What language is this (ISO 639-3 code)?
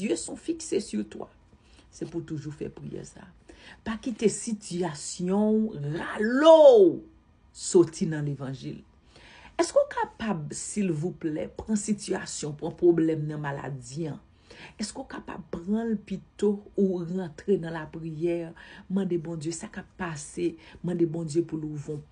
hat